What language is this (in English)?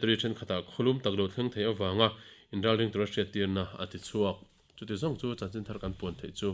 Mizo